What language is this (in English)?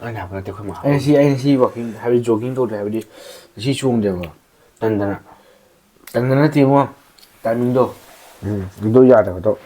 Manipuri